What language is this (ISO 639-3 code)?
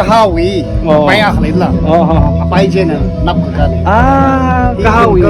nmf